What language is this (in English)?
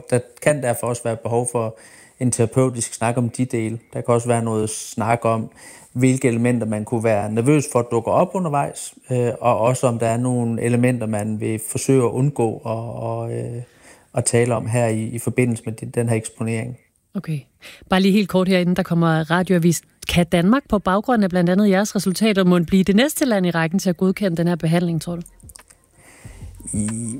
Danish